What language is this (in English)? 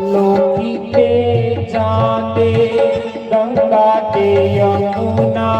Dogri